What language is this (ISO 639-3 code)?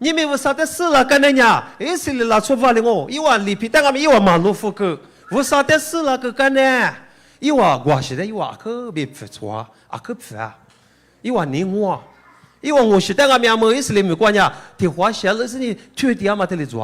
lis